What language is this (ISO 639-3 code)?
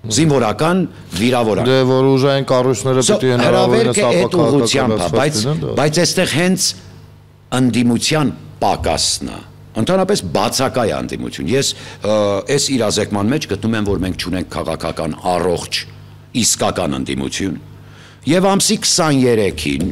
hye